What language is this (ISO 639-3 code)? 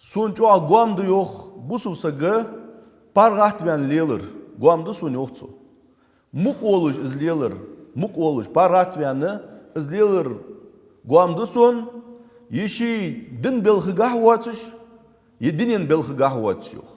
inh